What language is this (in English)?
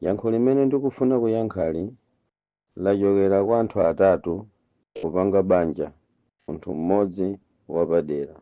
Nyanja